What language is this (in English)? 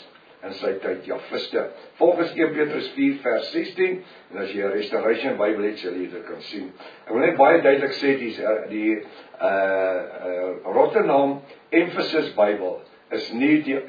Afrikaans